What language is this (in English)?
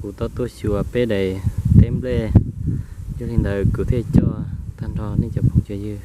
Hmong